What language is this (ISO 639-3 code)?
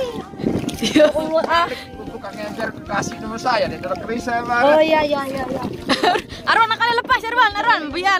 sas